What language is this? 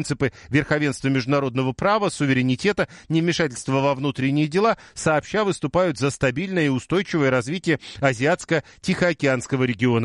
Russian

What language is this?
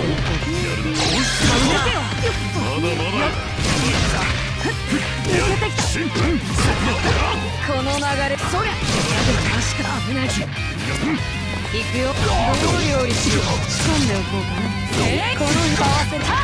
Japanese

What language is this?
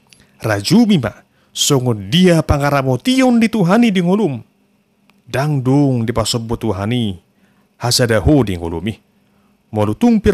Batak Toba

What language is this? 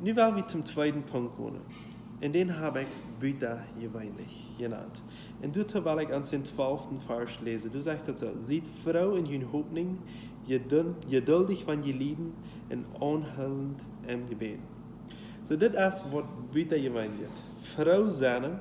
Plautdietsch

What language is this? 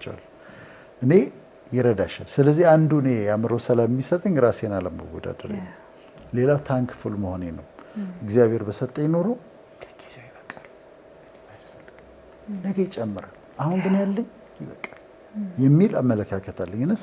Amharic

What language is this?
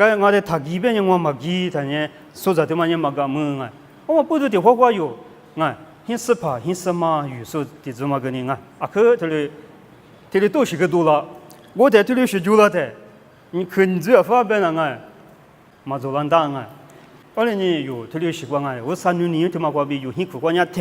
Lisu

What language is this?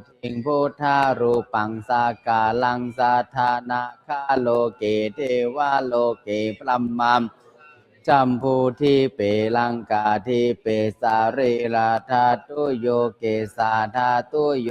Pali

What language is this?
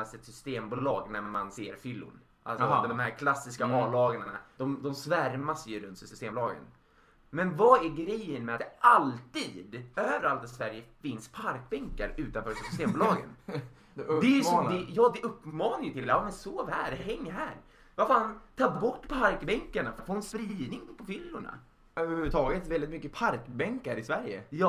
Swedish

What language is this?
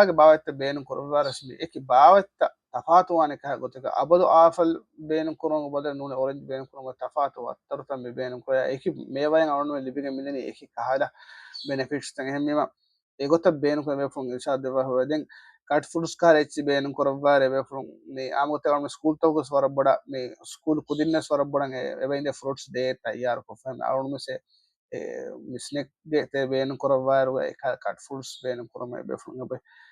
Divehi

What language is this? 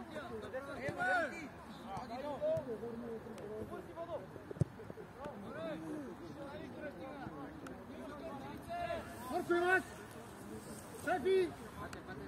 Bulgarian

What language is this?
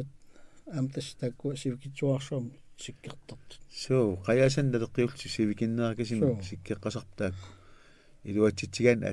Kalaallisut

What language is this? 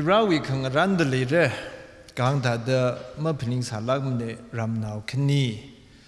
Tangkhul Naga (India)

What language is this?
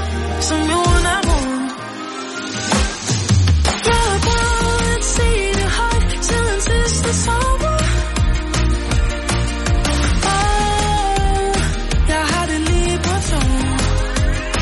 Danish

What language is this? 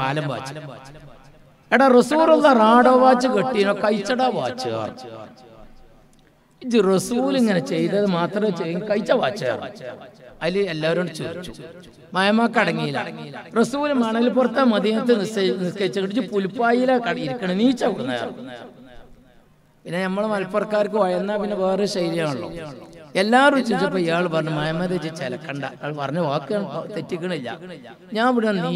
Malayalam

